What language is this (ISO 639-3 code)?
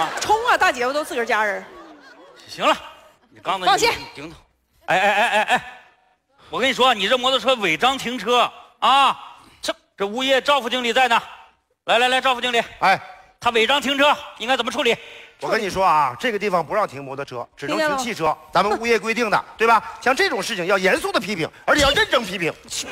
zho